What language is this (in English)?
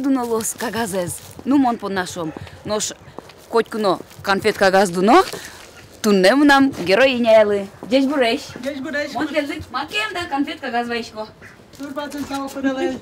Udmurt